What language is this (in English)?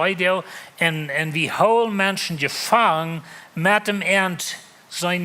Plautdietsch